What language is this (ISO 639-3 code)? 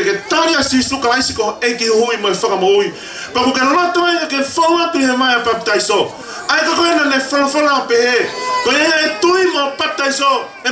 ton